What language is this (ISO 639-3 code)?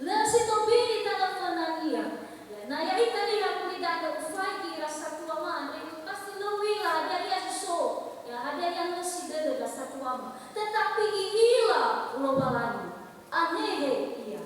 nia